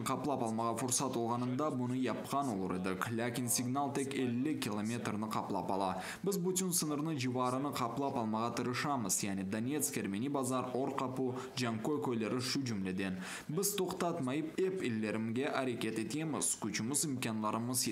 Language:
Crimean Tatar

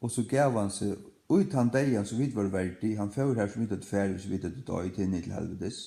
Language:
Faroese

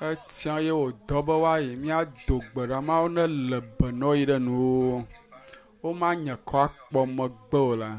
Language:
Ewe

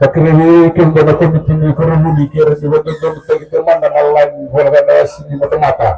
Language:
Fijian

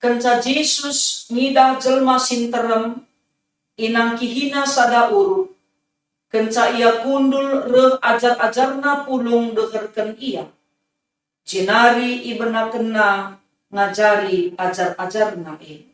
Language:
Batak Karo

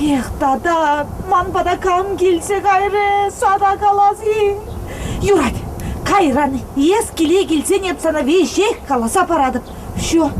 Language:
Chuvash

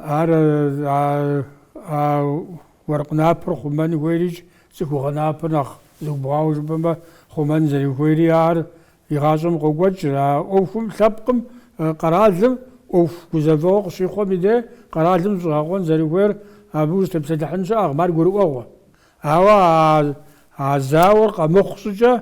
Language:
Kabardian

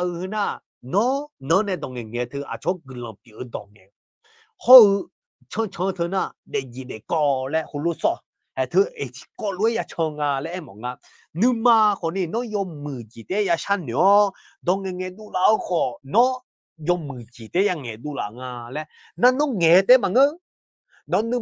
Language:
Akha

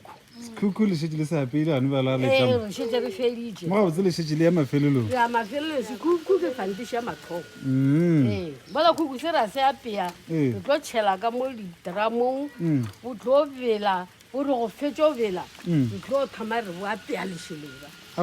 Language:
Northern Sotho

